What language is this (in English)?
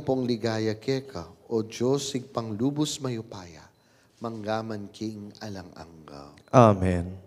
Pampanga